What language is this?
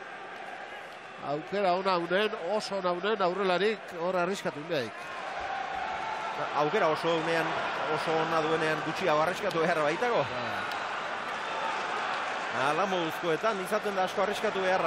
Basque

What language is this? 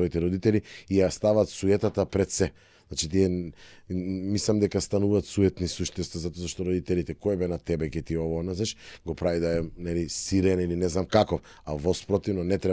Macedonian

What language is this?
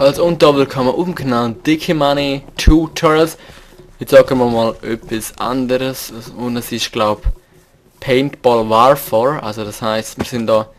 Swiss German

